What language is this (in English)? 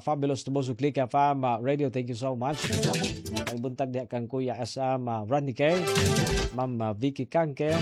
Cebuano